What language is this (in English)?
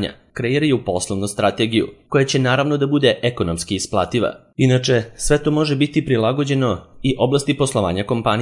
Serbian